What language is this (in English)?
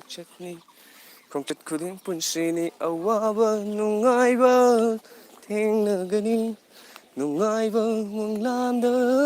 Manipuri